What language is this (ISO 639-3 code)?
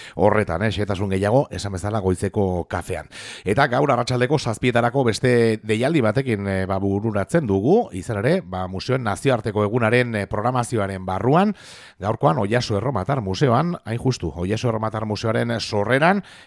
eus